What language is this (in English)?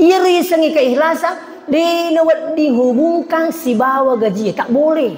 Buginese